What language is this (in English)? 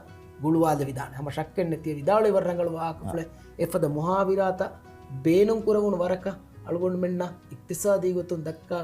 Divehi